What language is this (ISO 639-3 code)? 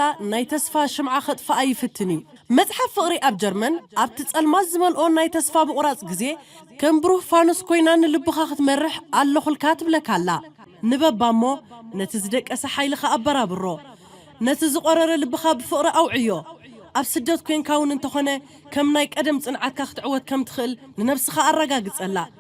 tir